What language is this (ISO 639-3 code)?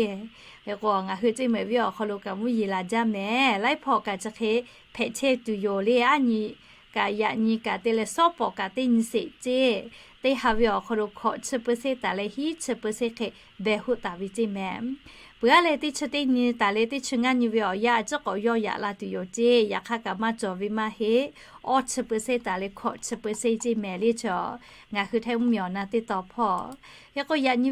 lhu